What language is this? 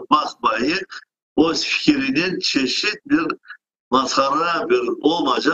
Crimean Tatar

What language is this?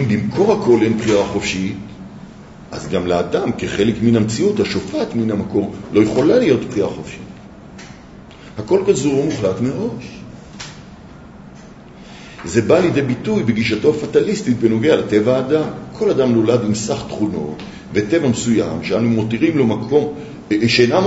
Hebrew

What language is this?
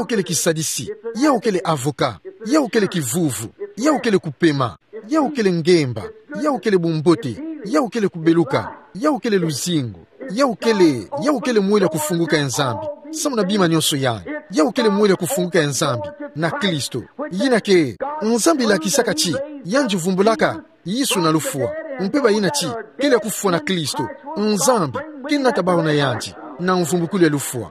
Kituba (Democratic Republic of Congo)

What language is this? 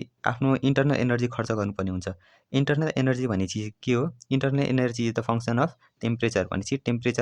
Nepali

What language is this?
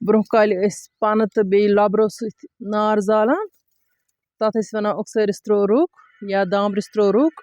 Kashmiri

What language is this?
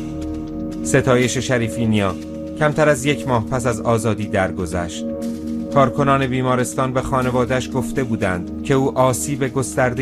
Persian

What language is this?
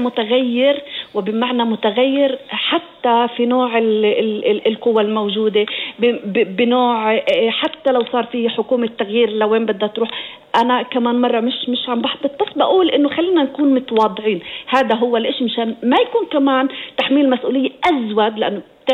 North Levantine Arabic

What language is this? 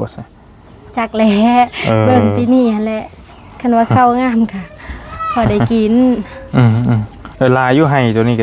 Northeastern Thai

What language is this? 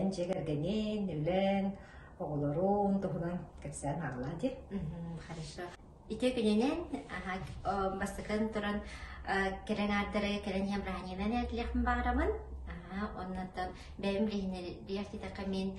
Yakut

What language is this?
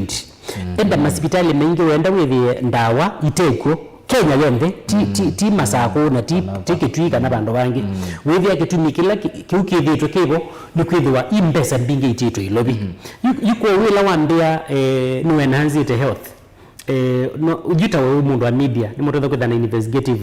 Kamba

